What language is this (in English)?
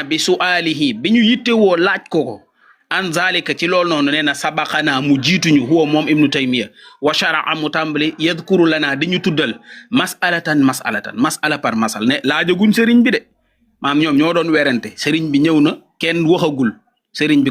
Wolof